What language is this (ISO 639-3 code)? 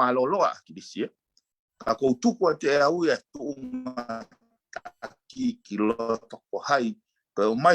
ton